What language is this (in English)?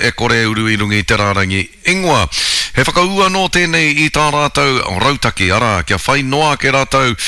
Māori